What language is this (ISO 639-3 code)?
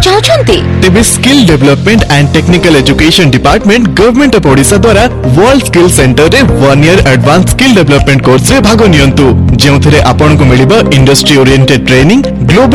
ori